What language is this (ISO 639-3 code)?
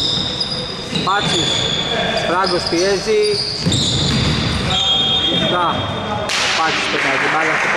ell